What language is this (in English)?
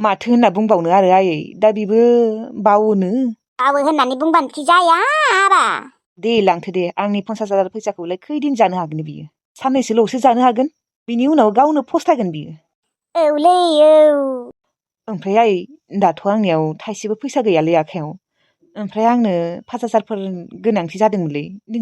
Bodo